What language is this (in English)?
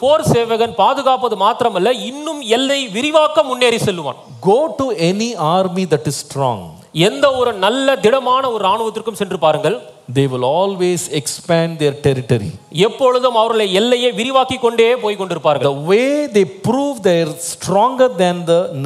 Tamil